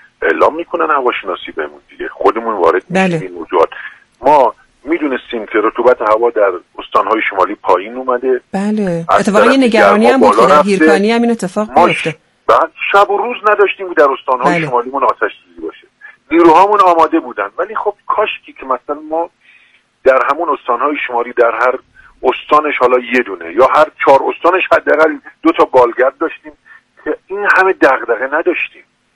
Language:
Persian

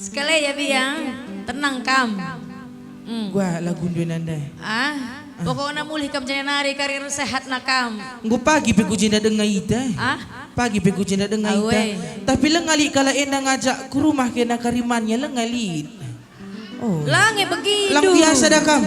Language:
Batak Karo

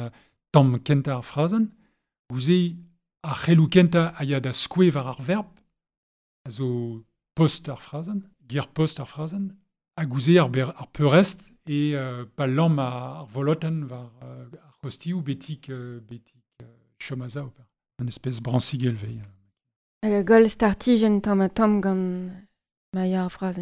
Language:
Breton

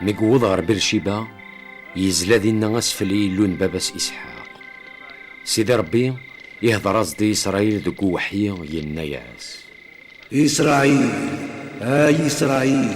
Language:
Kabyle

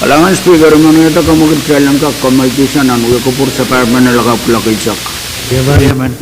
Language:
Pohnpeian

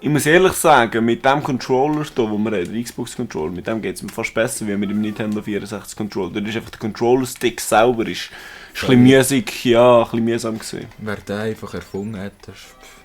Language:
Swiss German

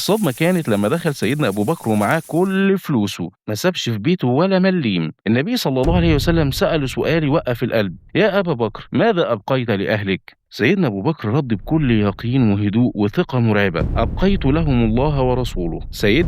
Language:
Egyptian Arabic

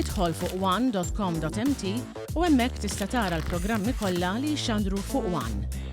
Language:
Maltese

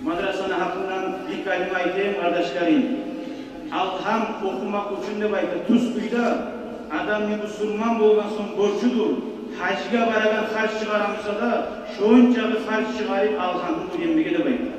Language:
Kumyk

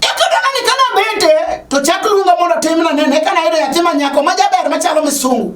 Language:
Luo (Kenya and Tanzania)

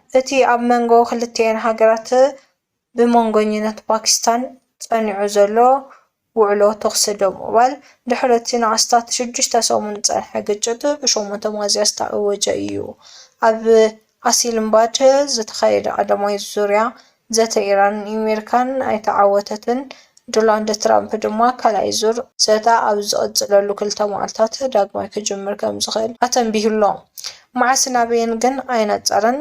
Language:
Tigrinya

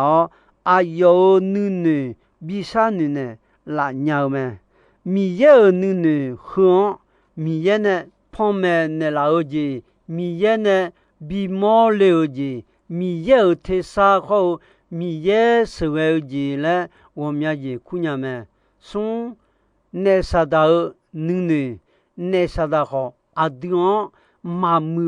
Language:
Akha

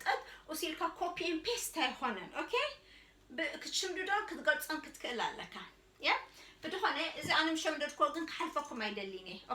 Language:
Tigrinya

